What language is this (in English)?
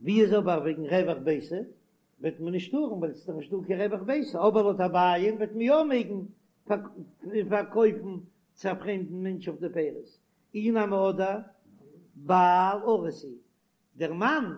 Yiddish